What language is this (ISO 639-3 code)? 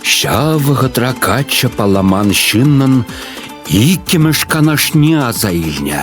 chv